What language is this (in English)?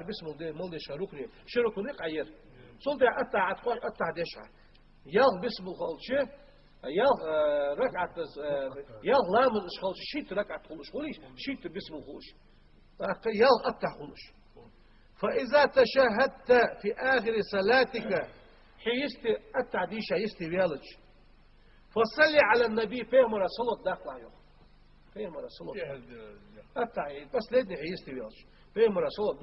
Ingush